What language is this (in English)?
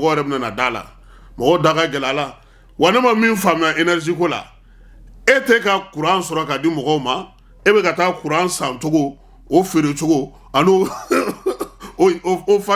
Bambara